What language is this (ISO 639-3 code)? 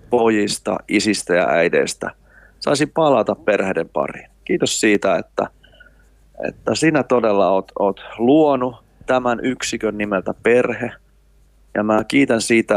fin